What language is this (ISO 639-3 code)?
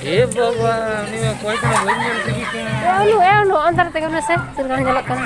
sat